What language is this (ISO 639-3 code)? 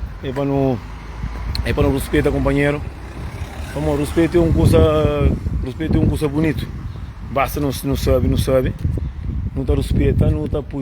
kea